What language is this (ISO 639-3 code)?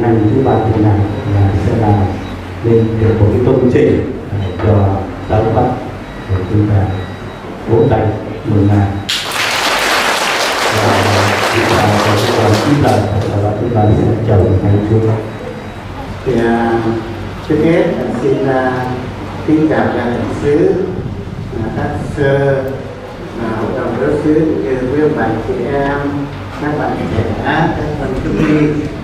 vie